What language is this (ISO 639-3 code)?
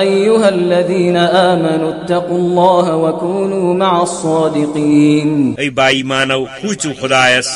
kas